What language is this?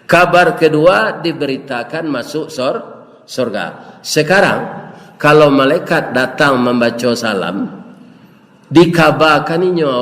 Minangkabau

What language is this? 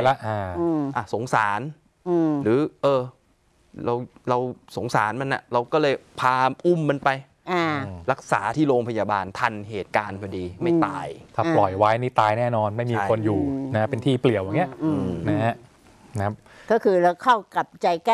Thai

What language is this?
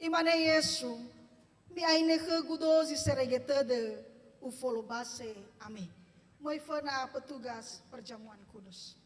Nias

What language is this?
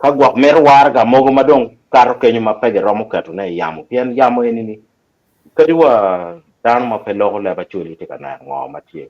Acoli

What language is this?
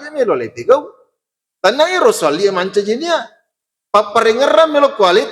Buginese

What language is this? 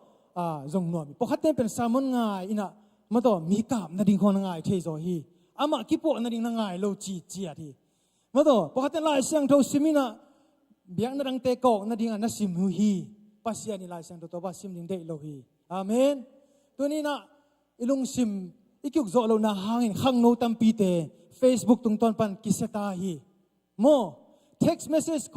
Tedim Chin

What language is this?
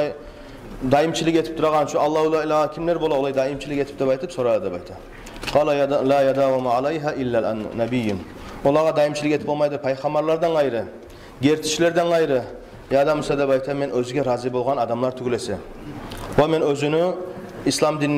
Kumyk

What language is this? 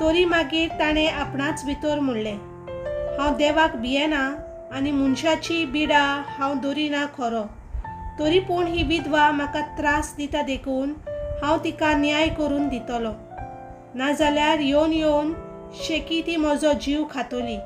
Konkani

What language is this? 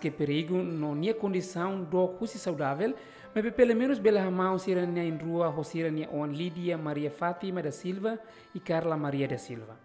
Tetum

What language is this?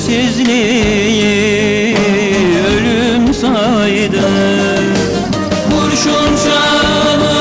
Turkish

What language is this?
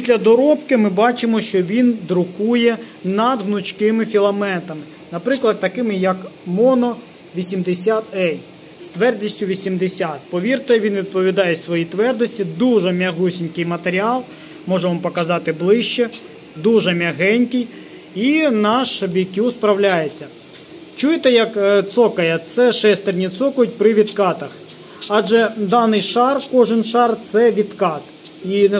Ukrainian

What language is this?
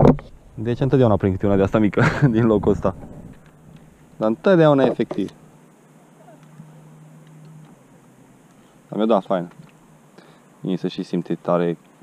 Romanian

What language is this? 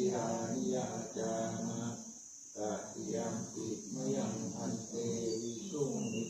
Pali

